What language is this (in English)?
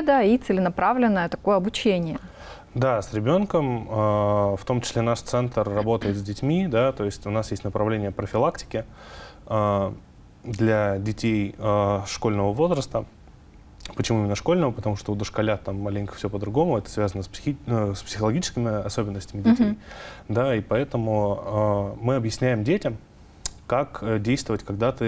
Russian